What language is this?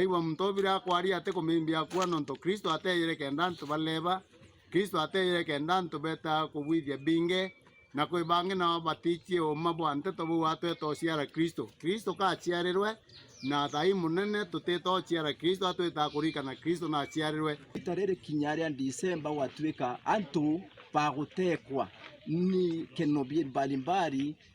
Meru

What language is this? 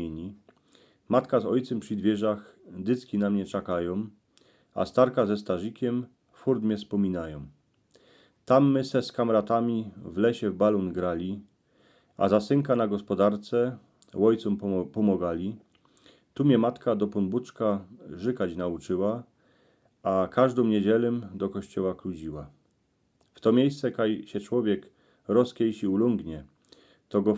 Silesian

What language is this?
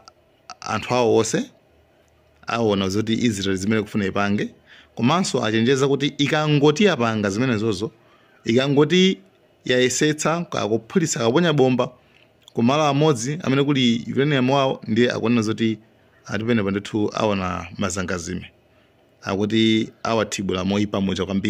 Nyanja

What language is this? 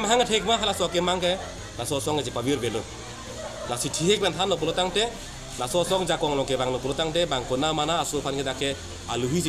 Karbi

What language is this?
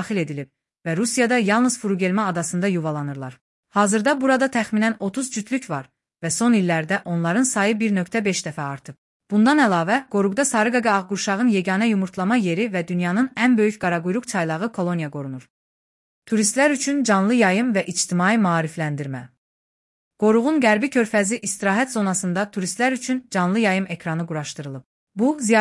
Azerbaijani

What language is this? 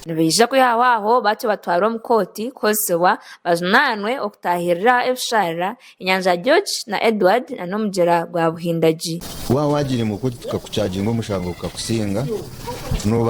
Nyankole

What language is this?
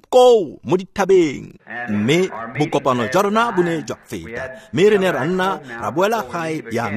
Tswana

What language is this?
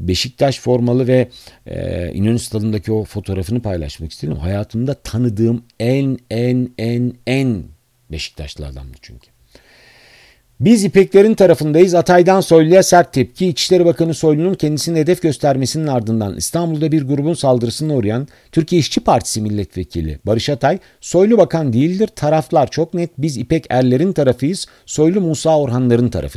Turkish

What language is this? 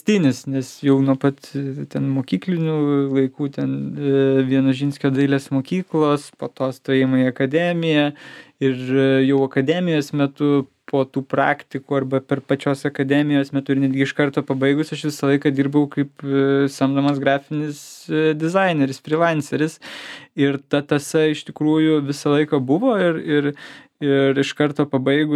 Lithuanian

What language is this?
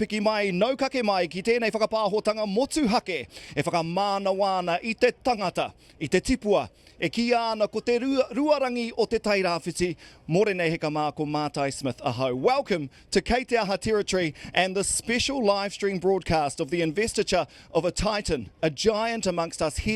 Māori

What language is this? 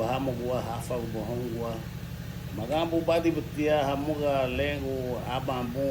Garifuna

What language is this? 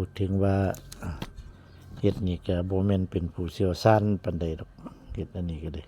Northeastern Thai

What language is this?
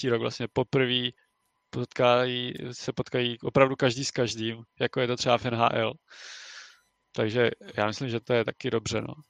Czech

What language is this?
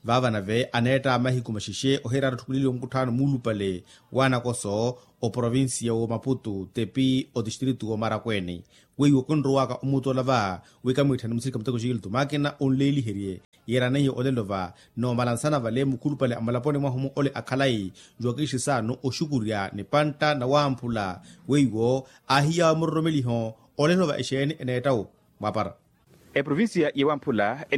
Makhuwa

